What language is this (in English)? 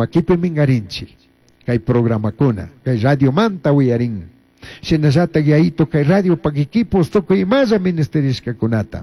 Chimborazo Highland Quichua